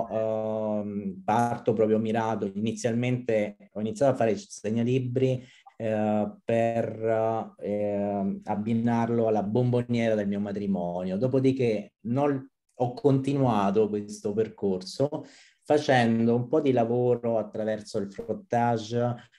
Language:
Italian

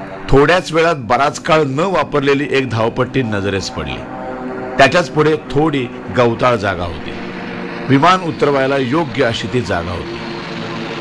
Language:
Marathi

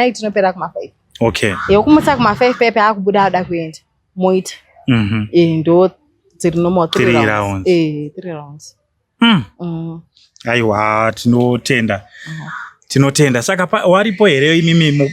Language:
Shona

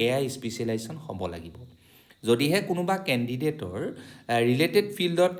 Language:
Assamese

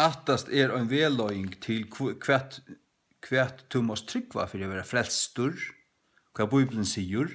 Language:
Faroese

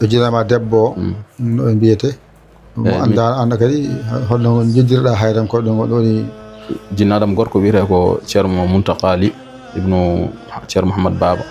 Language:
Fula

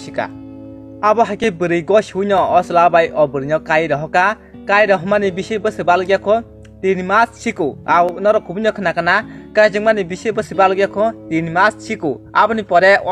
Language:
Kok Borok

